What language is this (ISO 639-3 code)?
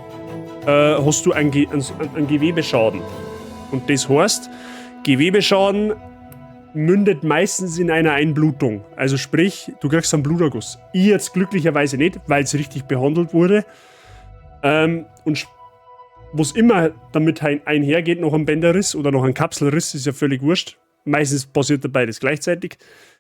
bar